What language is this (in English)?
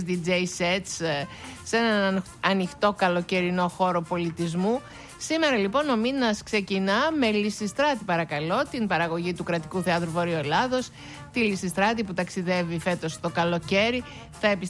Greek